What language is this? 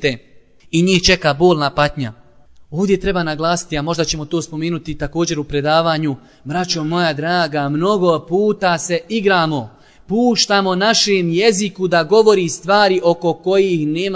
Bosnian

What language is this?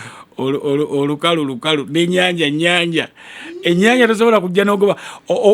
Ganda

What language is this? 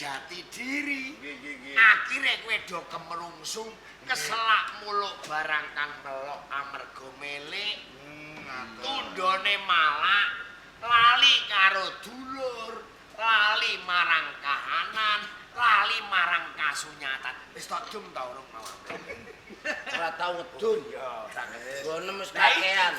Javanese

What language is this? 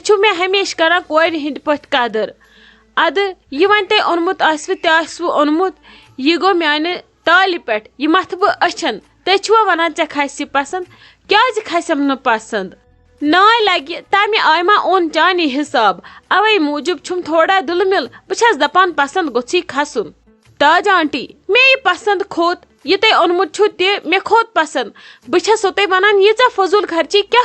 Kashmiri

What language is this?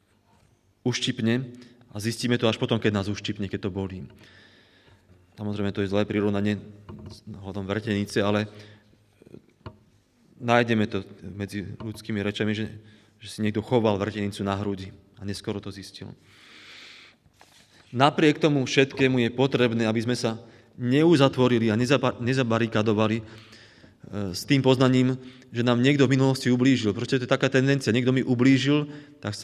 Slovak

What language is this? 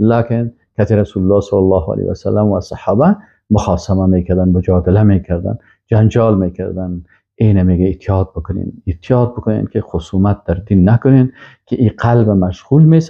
Persian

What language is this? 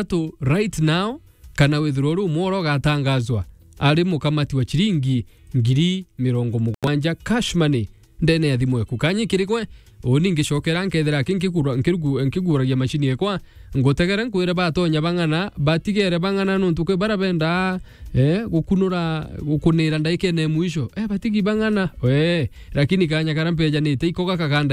Meru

